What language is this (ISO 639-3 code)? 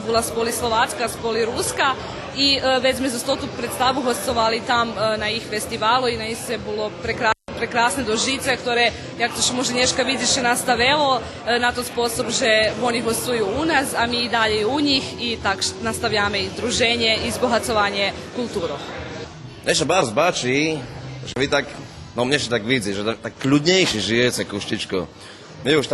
rue